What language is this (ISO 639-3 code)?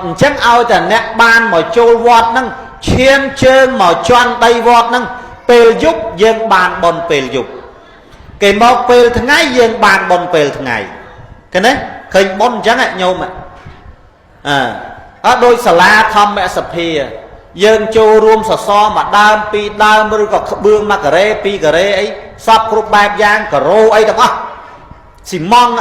khm